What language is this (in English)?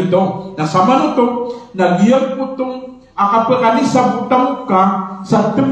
Maranao